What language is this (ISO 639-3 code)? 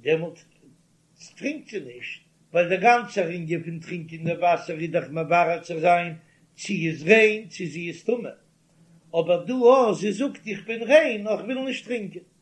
yid